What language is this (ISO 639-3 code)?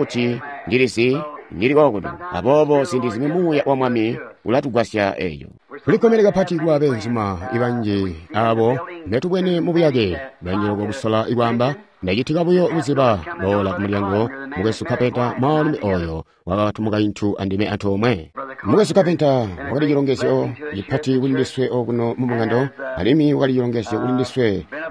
toi